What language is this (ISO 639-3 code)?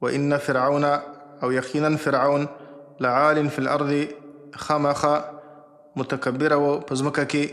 pus